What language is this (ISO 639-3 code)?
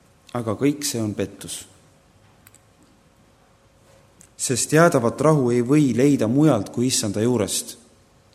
est